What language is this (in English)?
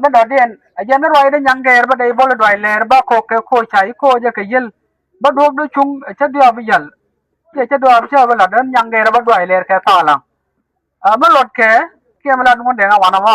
Nuer